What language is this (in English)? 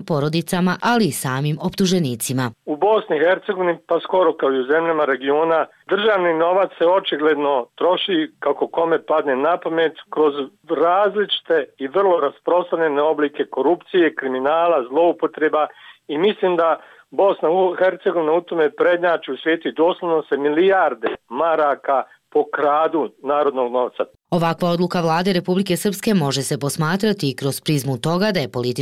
Bosnian